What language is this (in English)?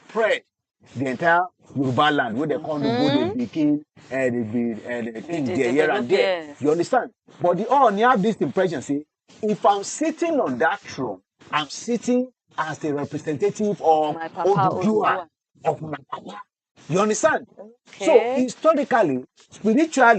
Nigerian Pidgin